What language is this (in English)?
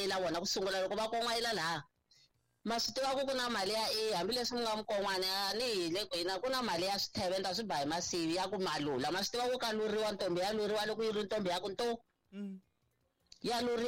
Tsonga